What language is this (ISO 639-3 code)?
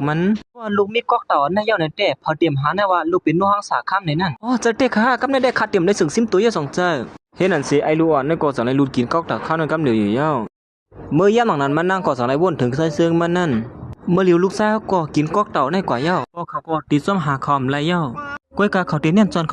shn